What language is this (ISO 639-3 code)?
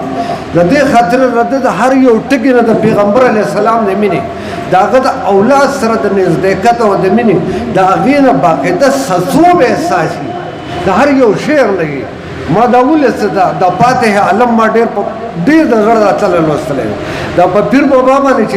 pus